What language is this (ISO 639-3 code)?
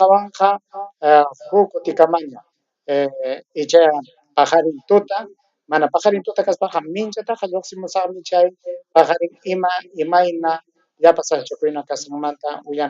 quy